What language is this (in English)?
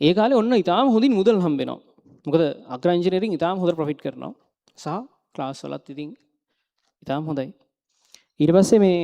Sinhala